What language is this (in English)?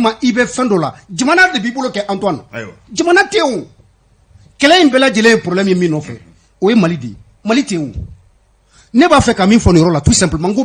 Bambara